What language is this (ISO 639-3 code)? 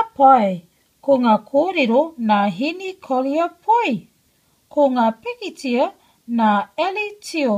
mri